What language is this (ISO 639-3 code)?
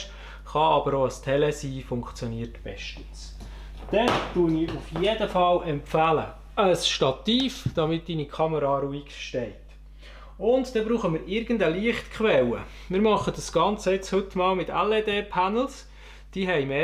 gsw